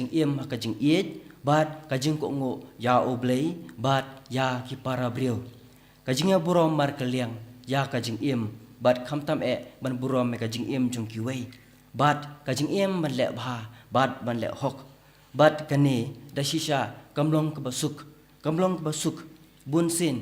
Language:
Khasi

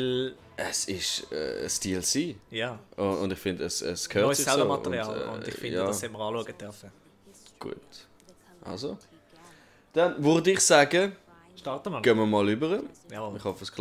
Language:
Swiss German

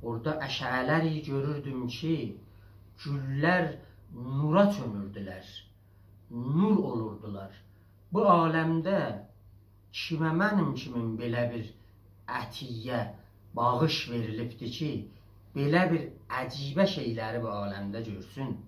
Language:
South Azerbaijani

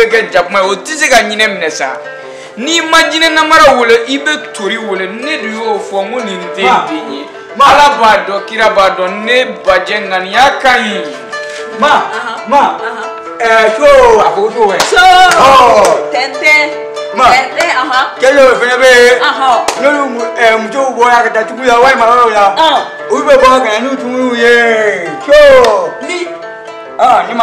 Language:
Bambara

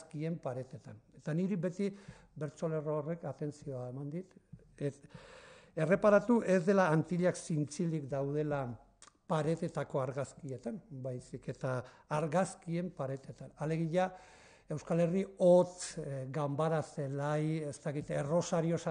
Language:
Basque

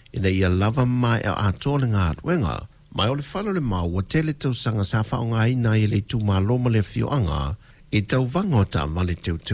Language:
Samoan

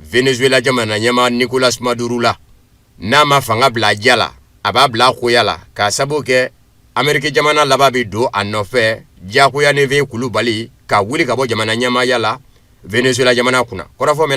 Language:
Bambara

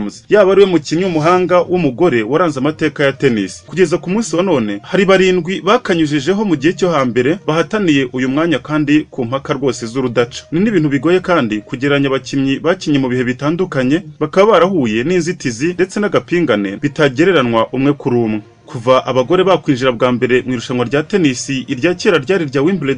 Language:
Kinyarwanda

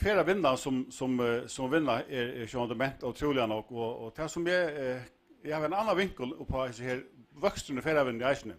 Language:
Faroese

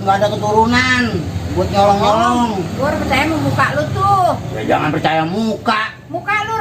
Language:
Betawi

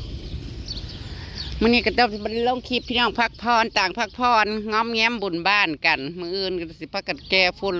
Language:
Northeastern Thai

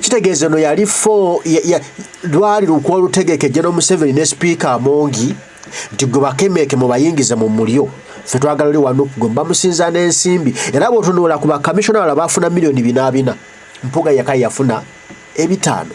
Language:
Ganda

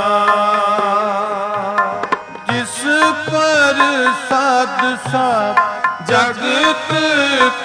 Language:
Punjabi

